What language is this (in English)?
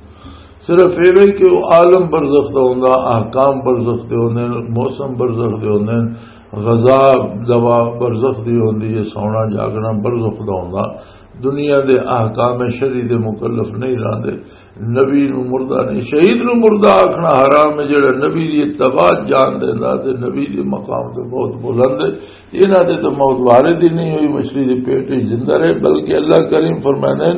Western Panjabi